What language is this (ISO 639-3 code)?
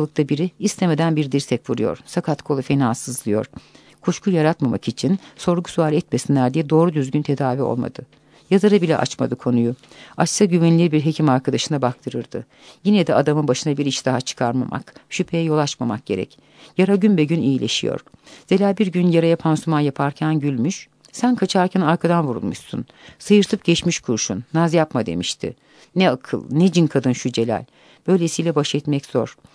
tur